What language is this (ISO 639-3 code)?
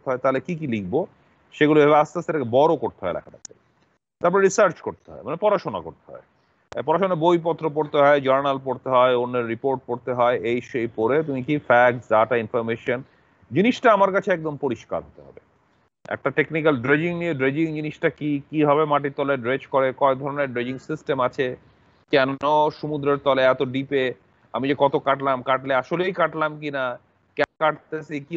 ben